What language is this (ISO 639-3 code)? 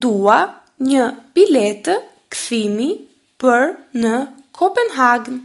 sqi